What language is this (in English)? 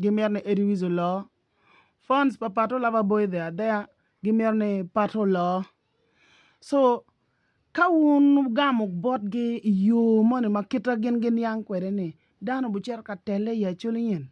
Acoli